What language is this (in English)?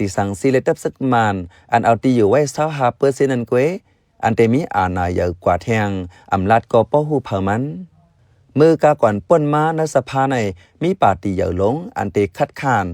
Shan